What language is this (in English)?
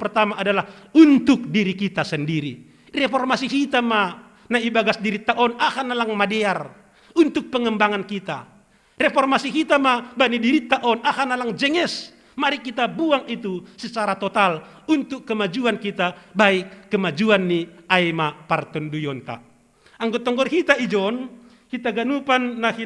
Batak Simalungun